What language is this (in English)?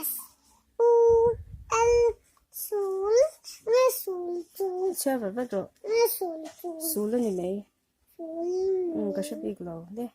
Mizo